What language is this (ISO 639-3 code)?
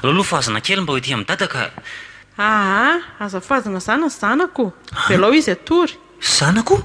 mlg